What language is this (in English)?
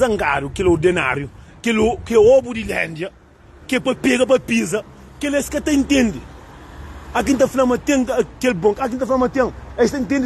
Kabuverdianu